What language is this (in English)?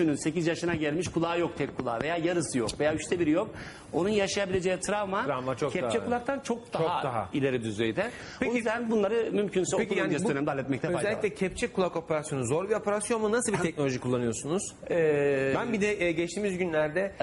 Turkish